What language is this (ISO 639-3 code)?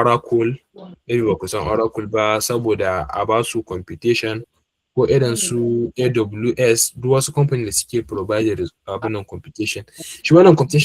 hau